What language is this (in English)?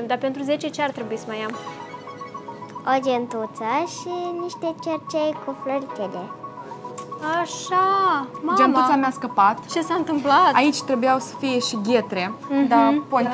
Romanian